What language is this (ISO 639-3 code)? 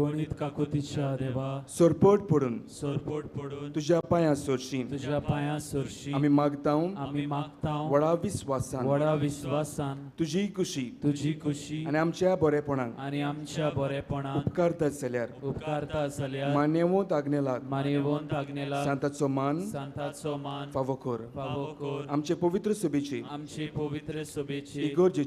kok